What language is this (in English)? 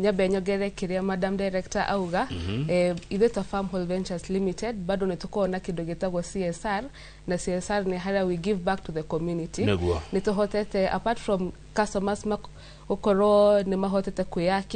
Kikuyu